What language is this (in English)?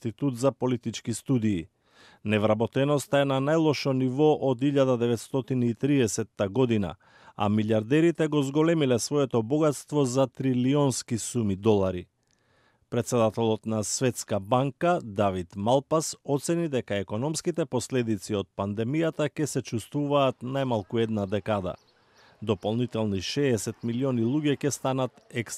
Macedonian